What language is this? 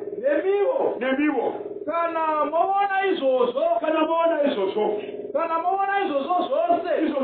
Shona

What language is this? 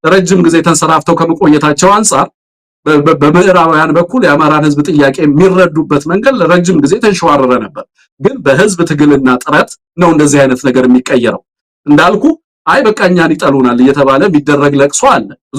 Amharic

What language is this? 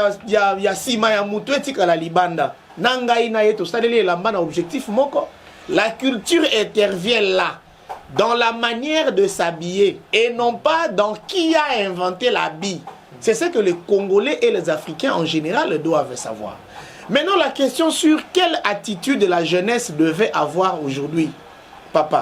Lingala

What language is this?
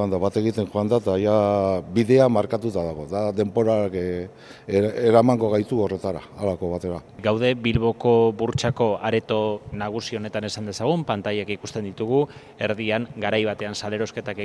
Basque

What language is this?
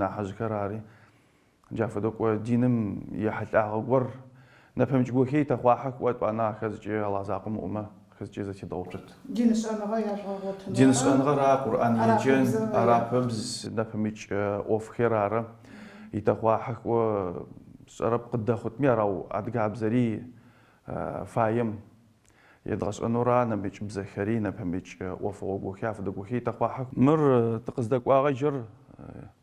Adyghe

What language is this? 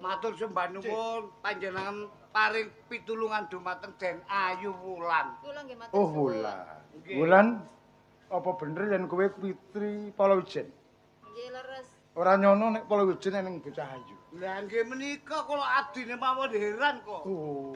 Javanese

